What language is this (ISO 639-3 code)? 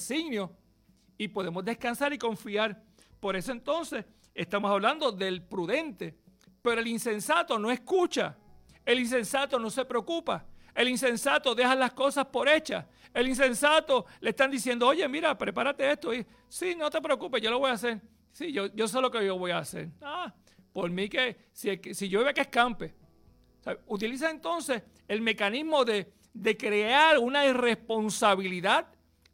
spa